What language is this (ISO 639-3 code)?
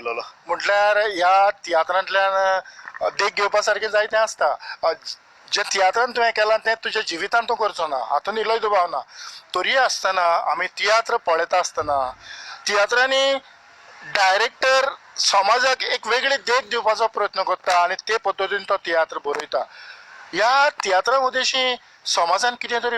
kok